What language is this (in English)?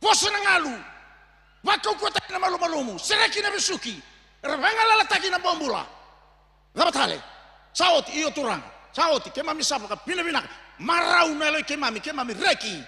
Fijian